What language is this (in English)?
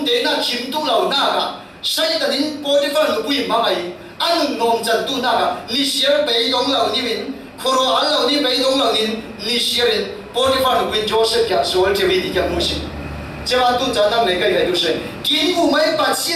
Falam Chin